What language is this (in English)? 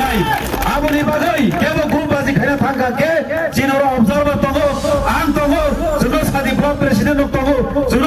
Kok Borok